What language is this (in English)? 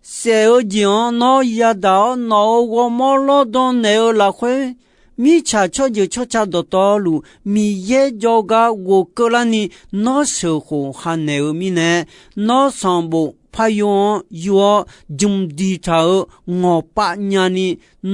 Akha